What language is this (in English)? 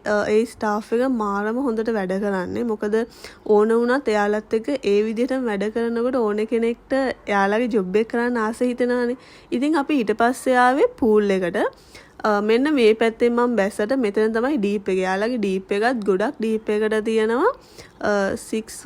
Sinhala